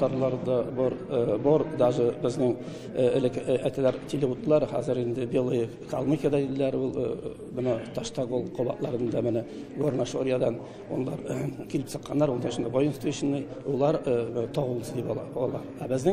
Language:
Tatar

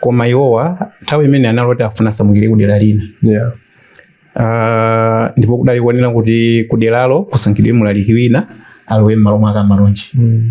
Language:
Nyanja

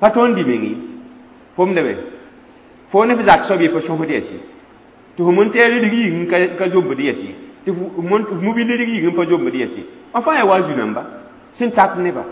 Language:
Mossi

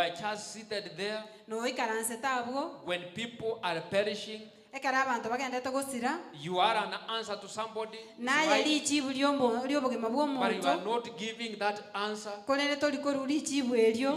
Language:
Gusii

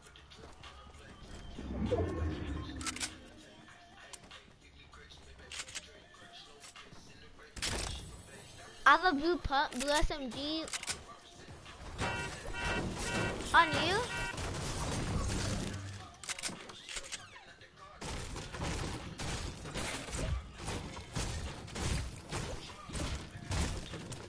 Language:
English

